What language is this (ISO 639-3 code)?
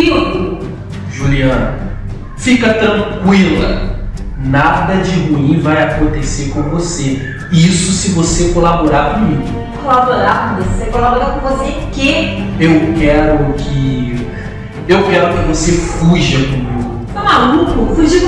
por